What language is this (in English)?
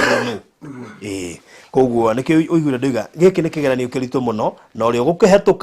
Kikuyu